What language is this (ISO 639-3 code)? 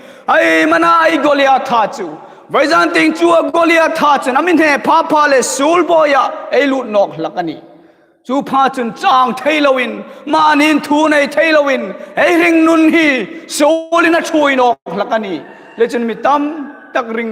hmr